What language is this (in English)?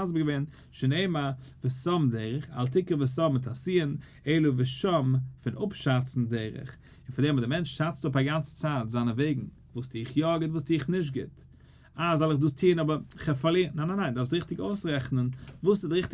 Yiddish